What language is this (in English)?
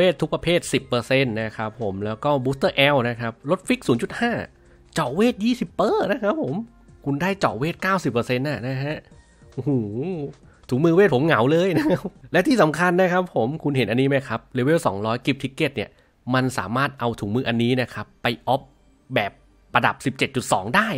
Thai